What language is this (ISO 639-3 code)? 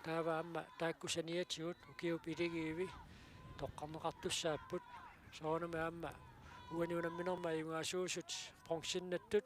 kal